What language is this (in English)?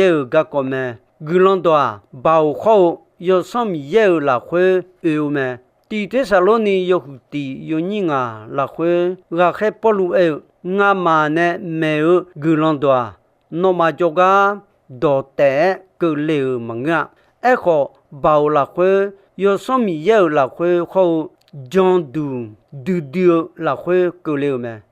Akha